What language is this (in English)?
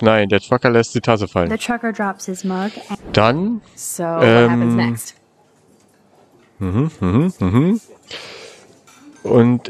German